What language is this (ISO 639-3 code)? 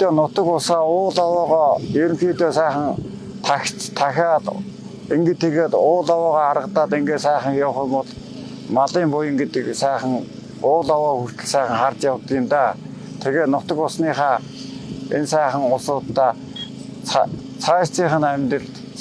mon